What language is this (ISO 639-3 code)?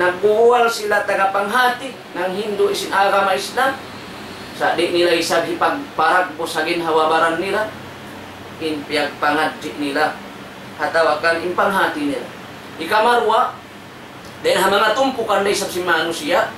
tsg